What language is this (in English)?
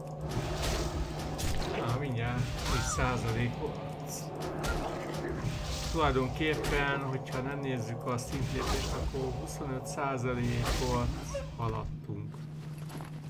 Hungarian